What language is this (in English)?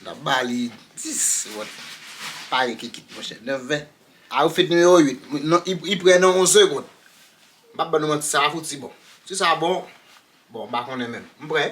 Haitian Creole